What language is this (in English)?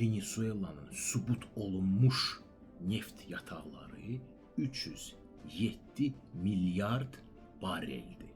Azerbaijani